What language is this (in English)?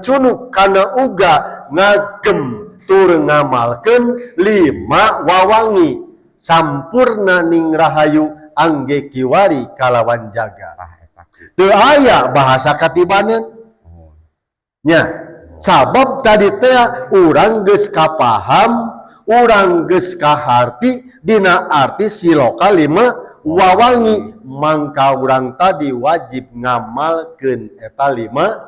Sundanese